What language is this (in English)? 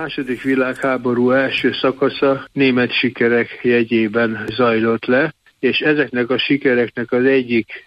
Hungarian